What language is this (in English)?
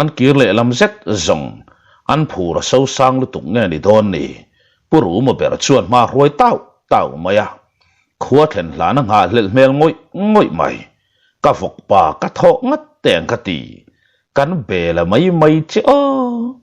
Mizo